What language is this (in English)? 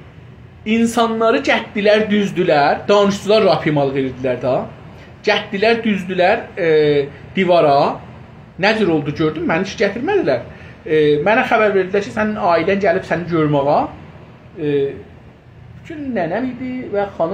South Azerbaijani